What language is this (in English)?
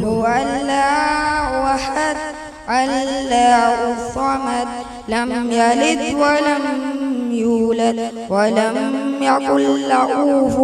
Baluchi